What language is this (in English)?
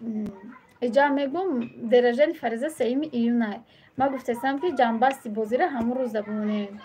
Tajik